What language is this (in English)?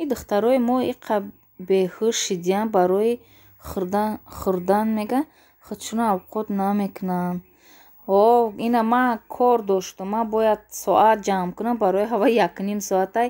Tajik